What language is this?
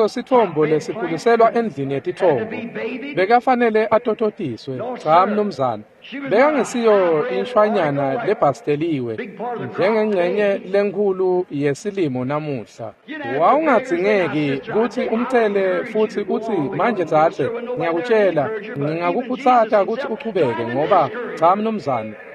Swati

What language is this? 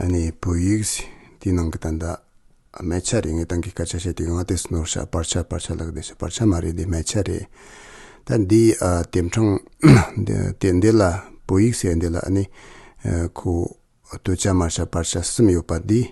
Tibetan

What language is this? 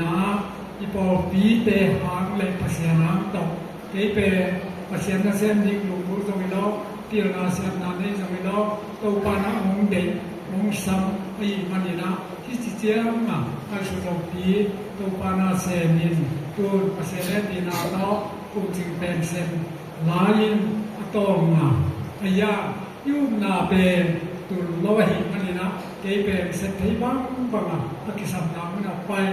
Tedim Chin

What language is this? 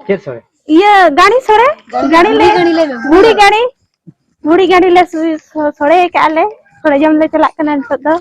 Santali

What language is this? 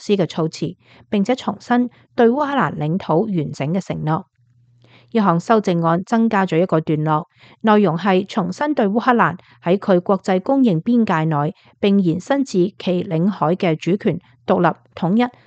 Cantonese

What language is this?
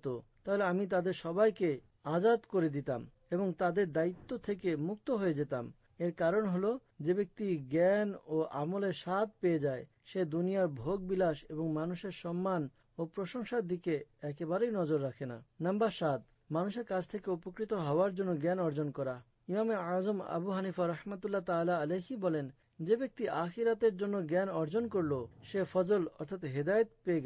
Bangla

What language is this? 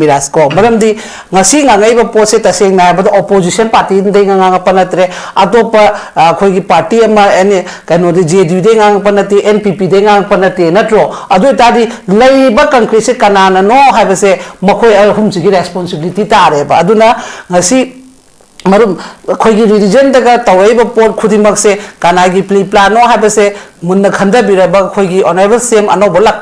Manipuri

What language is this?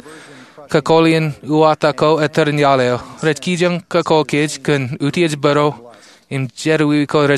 Marshallese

